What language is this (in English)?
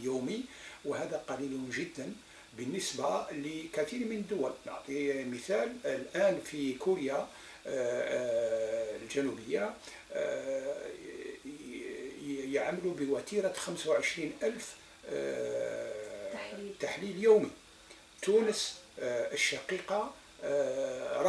Arabic